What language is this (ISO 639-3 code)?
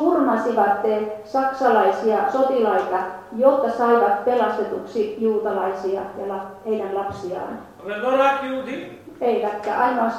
fin